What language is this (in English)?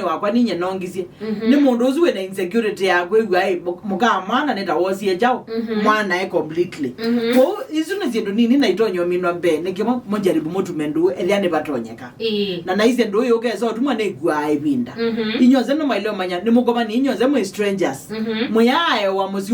Kamba